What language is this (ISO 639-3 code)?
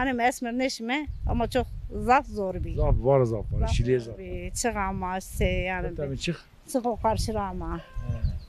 zza